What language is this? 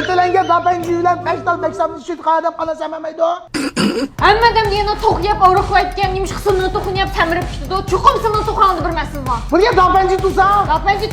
Uyghur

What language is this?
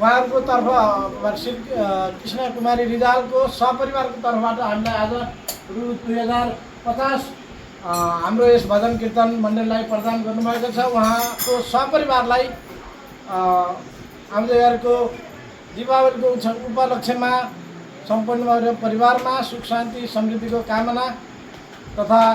Nepali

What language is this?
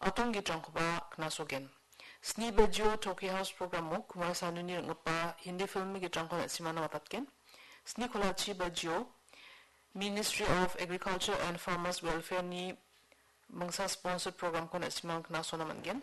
Garo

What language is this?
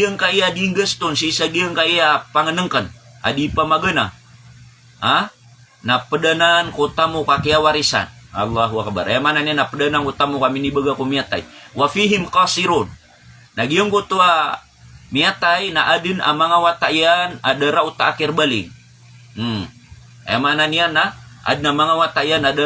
Maranao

